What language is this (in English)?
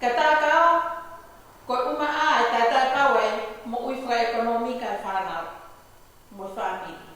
Tongan